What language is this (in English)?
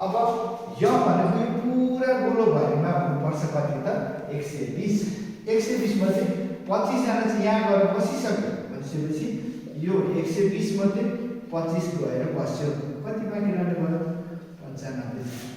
Nepali